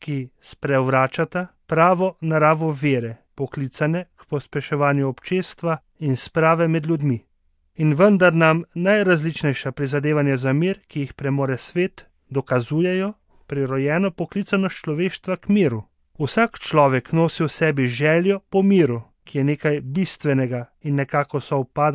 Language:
Slovenian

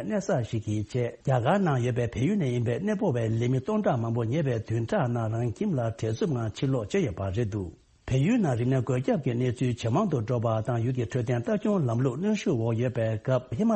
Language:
Tibetan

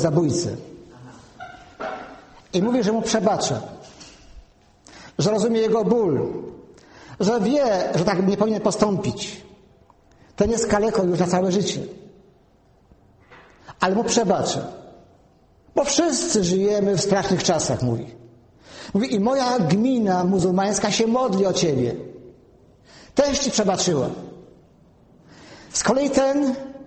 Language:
Polish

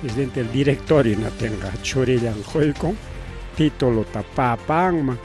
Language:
Ayacucho Quechua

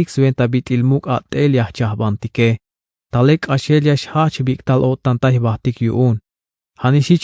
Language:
Tzeltal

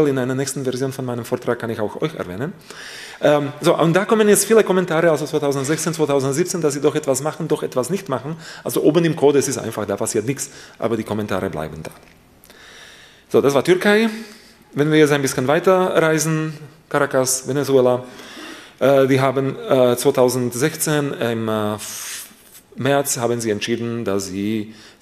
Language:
German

